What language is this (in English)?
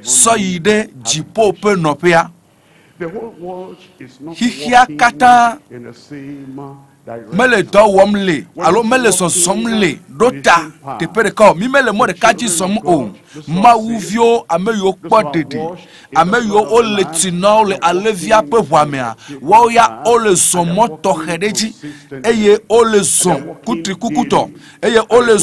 Ewe